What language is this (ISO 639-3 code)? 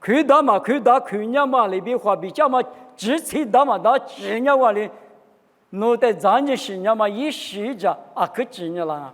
lis